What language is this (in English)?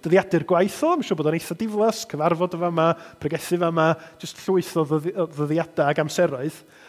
Welsh